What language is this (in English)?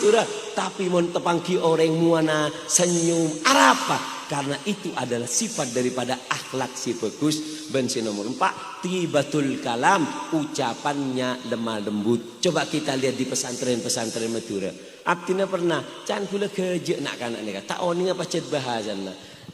Madurese